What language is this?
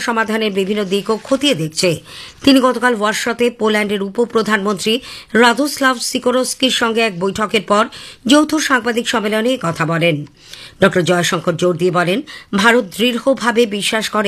Bangla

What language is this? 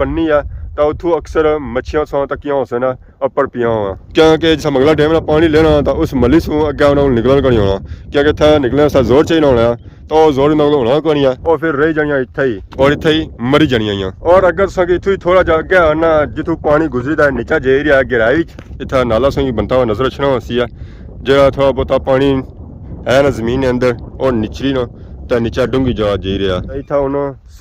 Pahari-Potwari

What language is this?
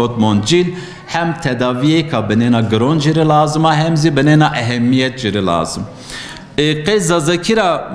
Zaza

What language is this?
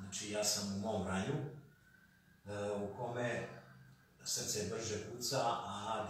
Serbian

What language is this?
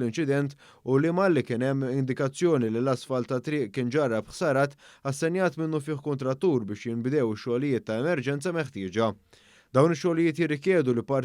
Maltese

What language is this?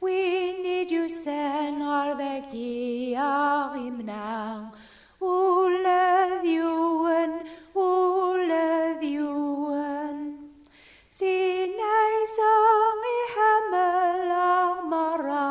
Kabyle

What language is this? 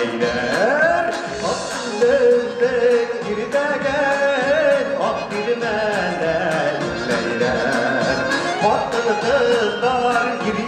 Bashkir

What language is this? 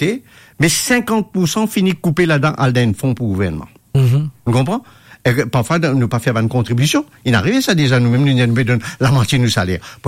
Morisyen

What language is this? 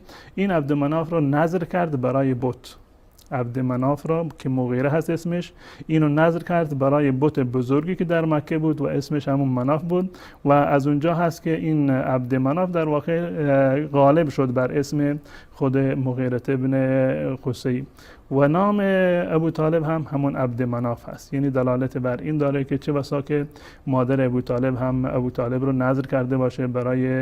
Persian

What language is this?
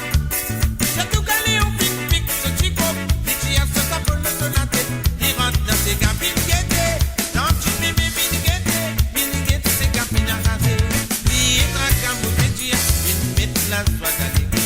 Morisyen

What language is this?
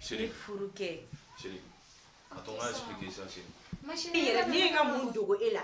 Bambara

